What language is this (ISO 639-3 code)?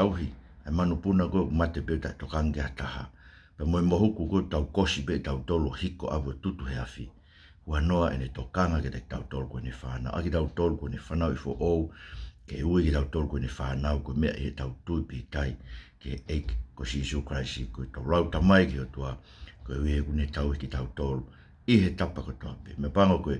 ton